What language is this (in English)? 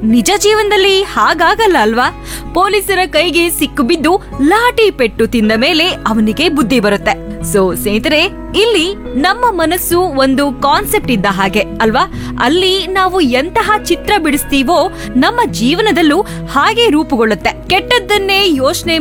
Kannada